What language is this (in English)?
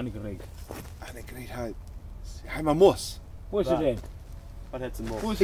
Low German